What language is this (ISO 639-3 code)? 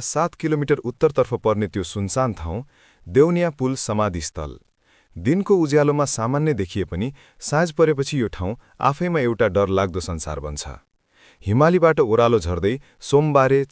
nep